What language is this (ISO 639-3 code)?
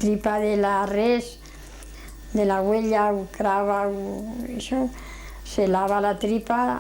arg